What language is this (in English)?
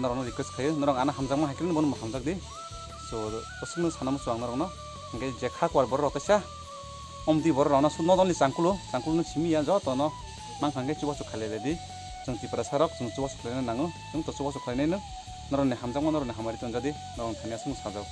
Kok Borok